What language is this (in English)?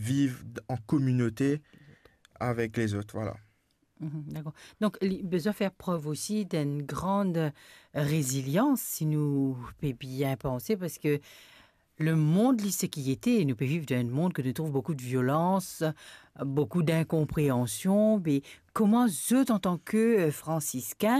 Morisyen